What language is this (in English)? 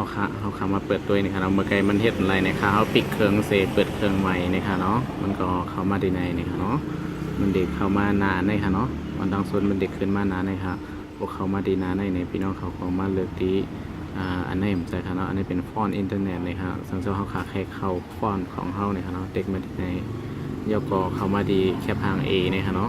Shan